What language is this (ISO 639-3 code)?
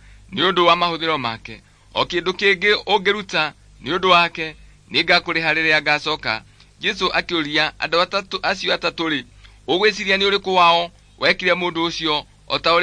kik